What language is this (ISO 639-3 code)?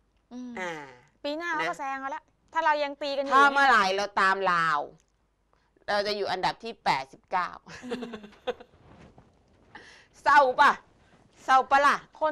tha